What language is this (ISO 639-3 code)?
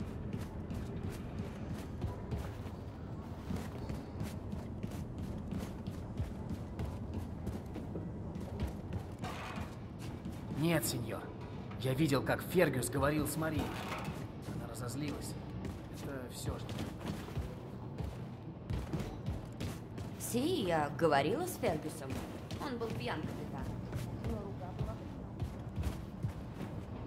rus